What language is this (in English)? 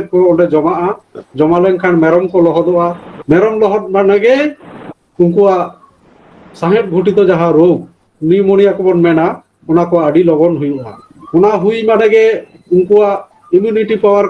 Santali